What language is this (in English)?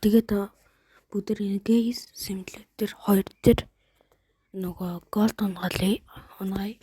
Mongolian